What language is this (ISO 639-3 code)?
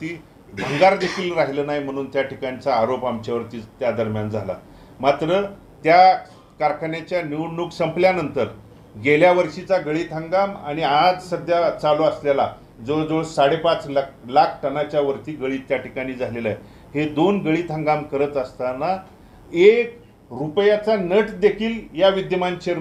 mar